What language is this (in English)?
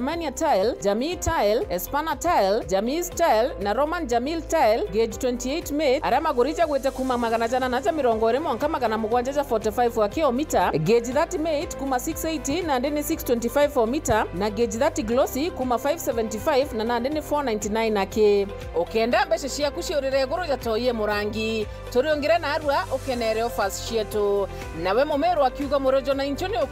Meru